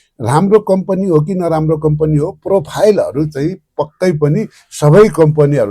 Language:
Nepali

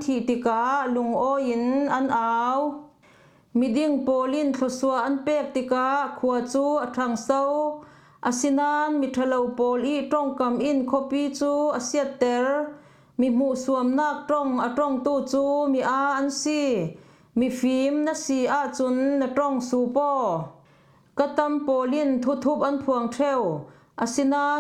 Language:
Falam Chin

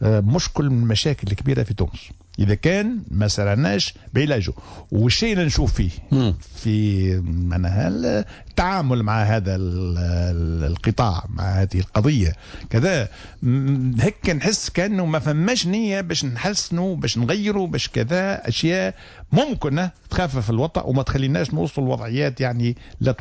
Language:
Tunisian Arabic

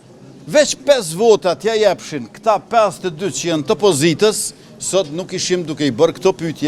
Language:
Albanian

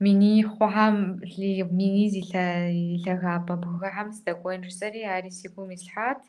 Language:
Kabardian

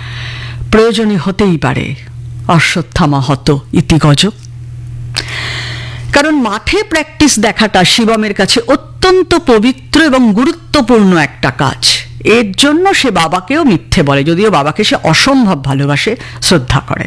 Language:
Bangla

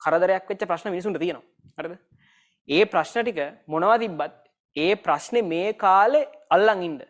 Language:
Sinhala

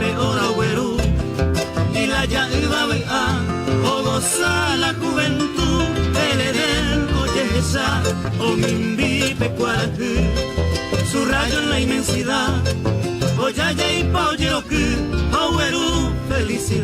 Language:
Guarani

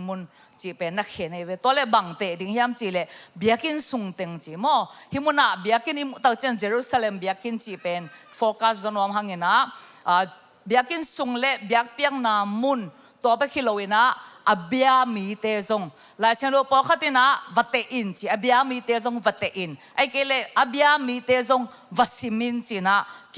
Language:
Tedim Chin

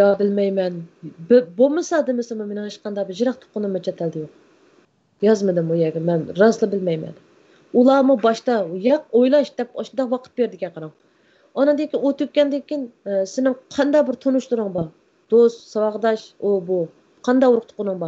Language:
Uyghur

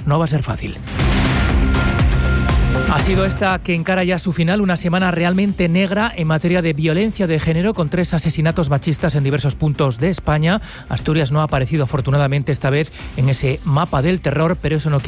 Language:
Spanish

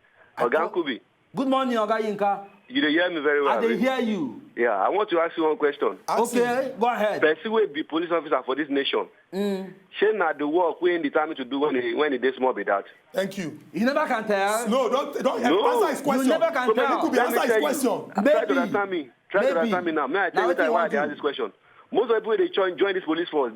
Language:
Nigerian Pidgin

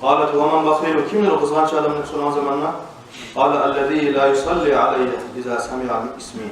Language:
Kumyk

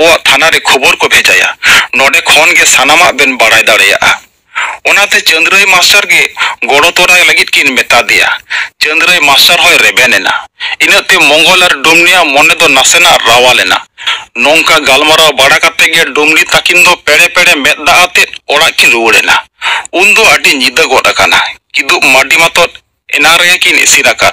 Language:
Santali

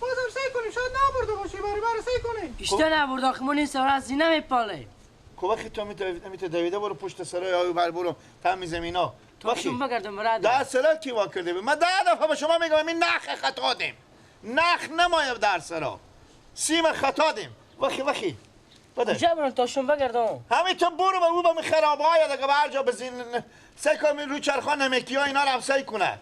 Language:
Persian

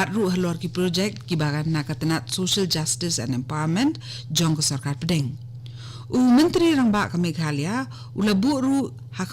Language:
Khasi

